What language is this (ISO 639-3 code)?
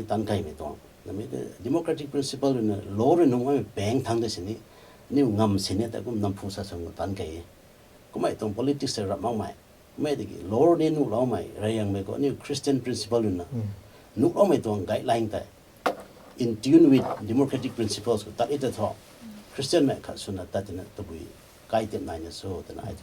nbu